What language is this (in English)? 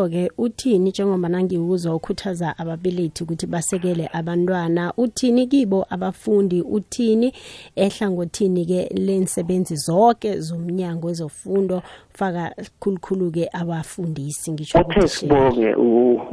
South Ndebele